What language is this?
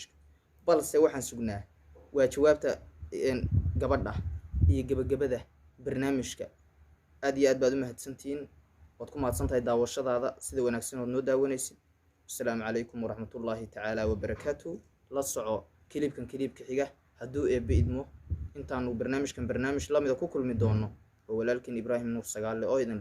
Somali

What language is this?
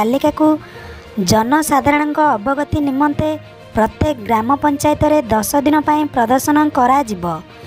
Odia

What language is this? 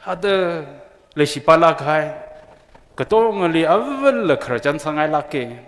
Tangkhul Naga (India)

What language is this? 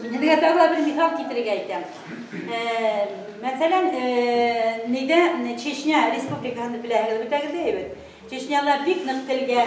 Bashkir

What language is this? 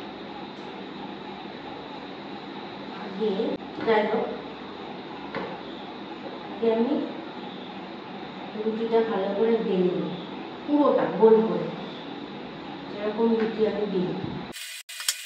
Bangla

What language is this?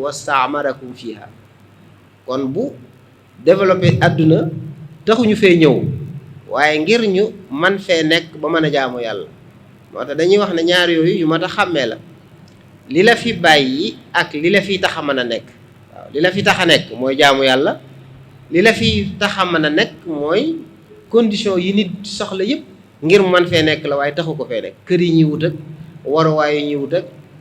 Wolof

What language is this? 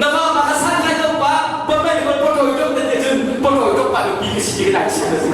Hakha Chin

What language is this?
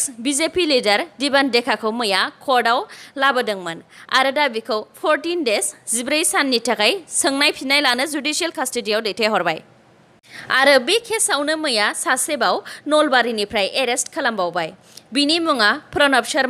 Bodo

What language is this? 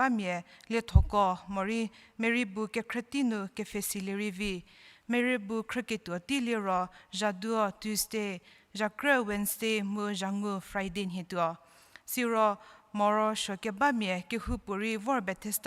Angami Naga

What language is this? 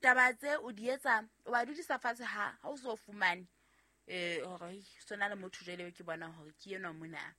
Southern Sotho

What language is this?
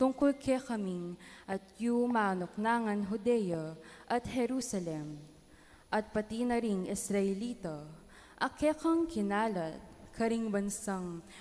Pampanga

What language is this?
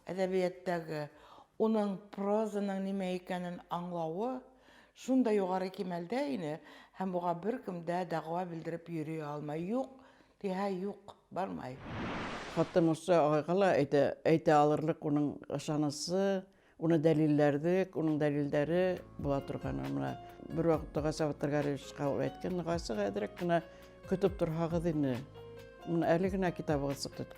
Bashkir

